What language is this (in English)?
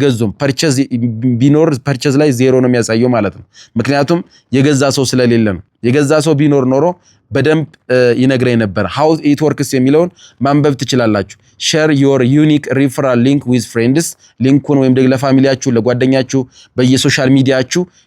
Amharic